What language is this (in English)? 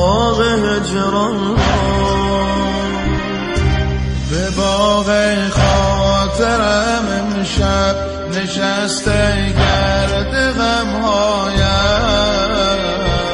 Persian